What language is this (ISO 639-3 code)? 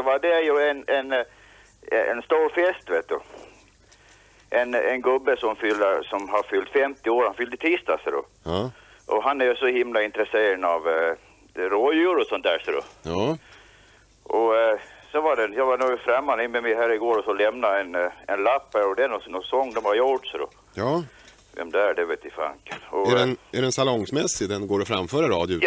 swe